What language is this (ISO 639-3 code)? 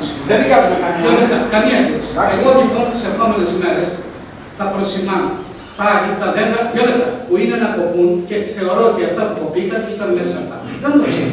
ell